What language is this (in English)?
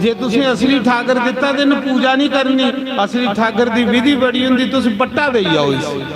Dogri